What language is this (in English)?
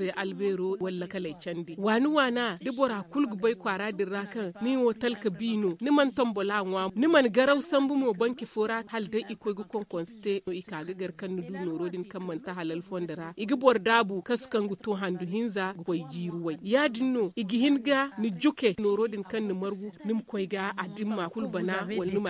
Zarma